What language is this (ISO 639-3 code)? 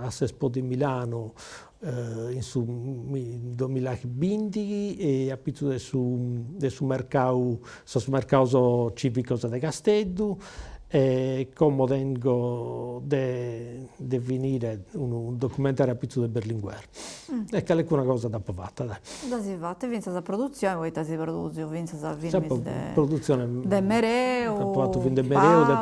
srd